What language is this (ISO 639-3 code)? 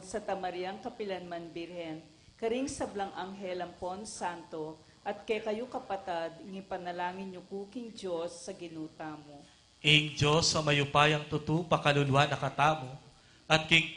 pam